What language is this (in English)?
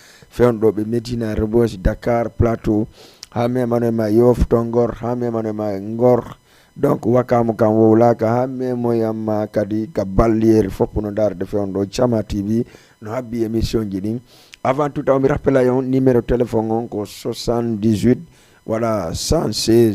Fula